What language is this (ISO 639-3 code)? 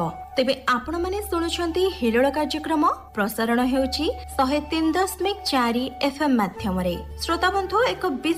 ori